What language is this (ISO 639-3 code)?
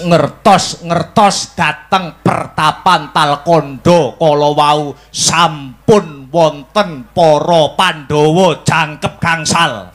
jav